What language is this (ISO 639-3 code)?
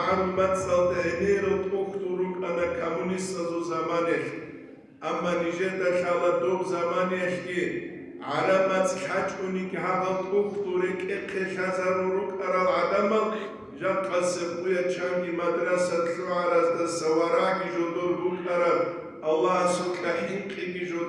ava